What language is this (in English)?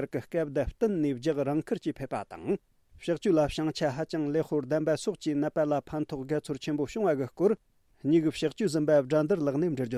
Tibetan